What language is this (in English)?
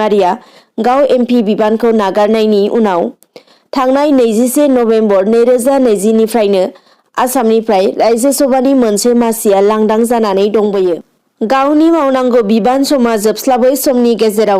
Bodo